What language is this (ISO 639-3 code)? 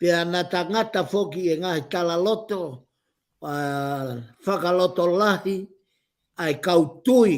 ton